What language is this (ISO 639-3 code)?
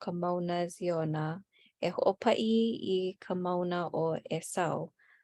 haw